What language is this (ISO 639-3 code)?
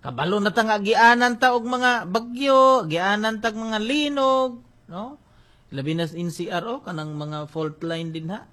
ceb